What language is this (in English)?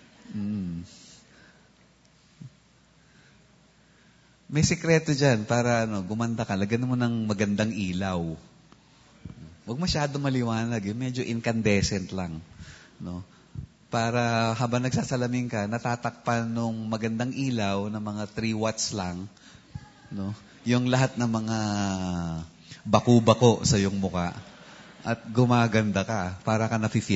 Filipino